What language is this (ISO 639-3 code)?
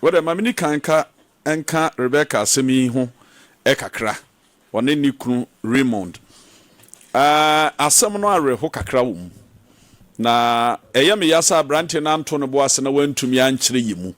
aka